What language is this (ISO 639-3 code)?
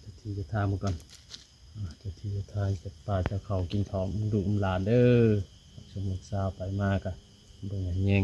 tts